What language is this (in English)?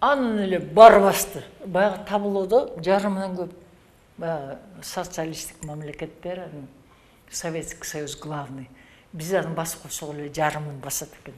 Kyrgyz